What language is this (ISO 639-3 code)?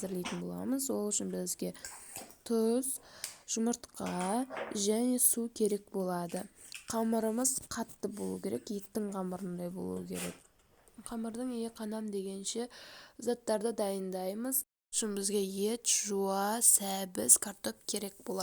kaz